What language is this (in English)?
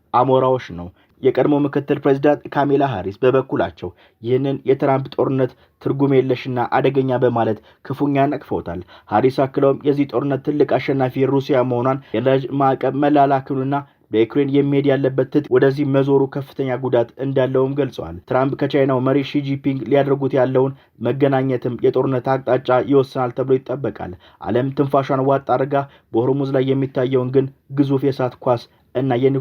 Amharic